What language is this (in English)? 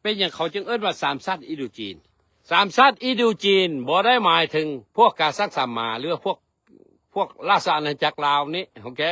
Lao